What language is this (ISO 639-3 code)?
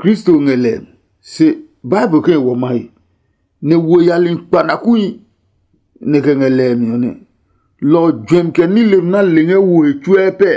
ada